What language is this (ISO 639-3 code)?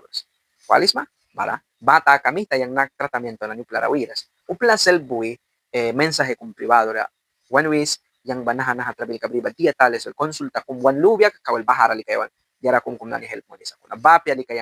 miq